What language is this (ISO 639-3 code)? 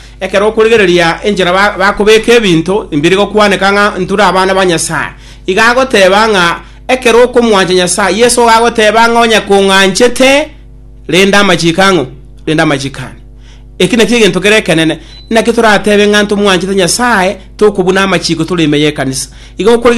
guz